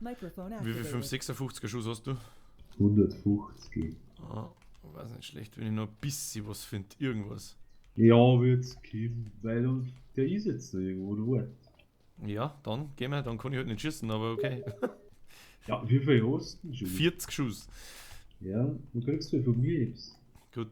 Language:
Bavarian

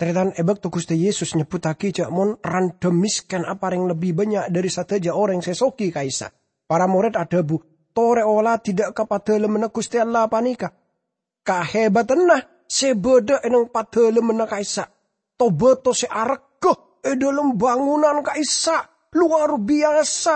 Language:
Madurese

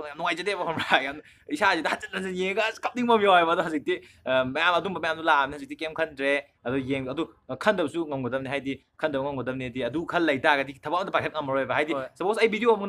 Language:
Manipuri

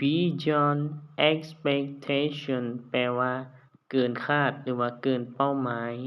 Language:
Lao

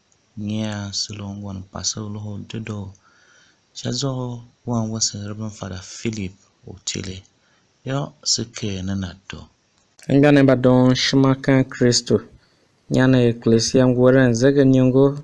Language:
Tiv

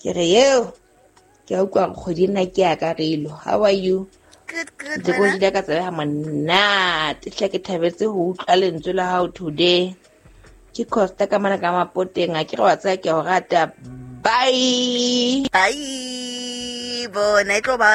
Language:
Southern Sotho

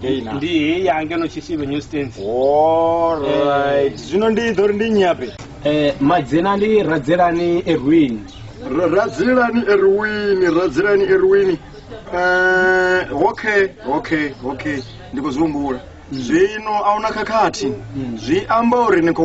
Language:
Venda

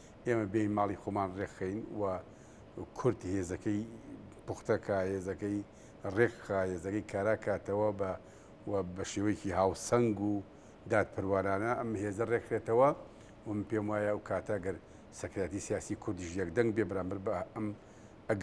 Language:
Central Kurdish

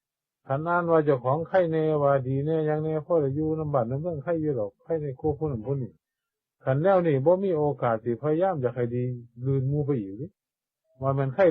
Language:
Northeastern Thai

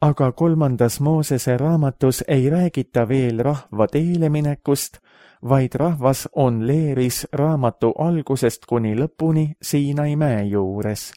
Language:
Estonian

